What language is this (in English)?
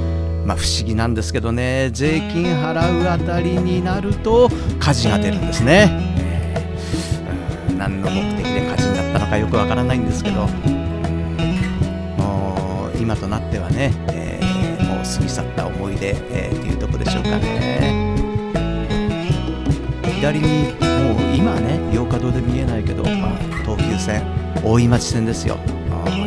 Japanese